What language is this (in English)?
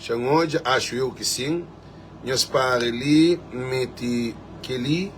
Kabuverdianu